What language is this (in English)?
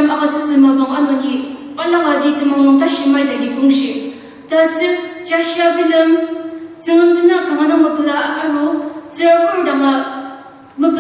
Ao Naga